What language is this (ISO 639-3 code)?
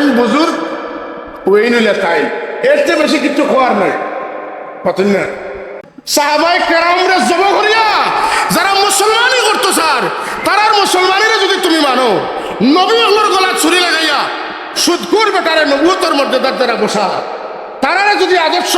syl